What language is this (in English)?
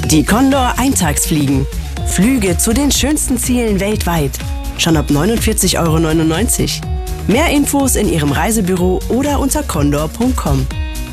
German